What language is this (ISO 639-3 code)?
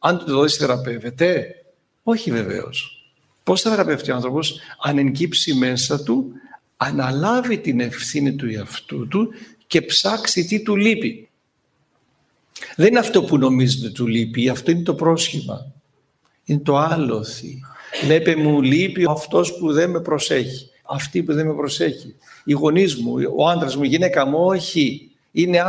ell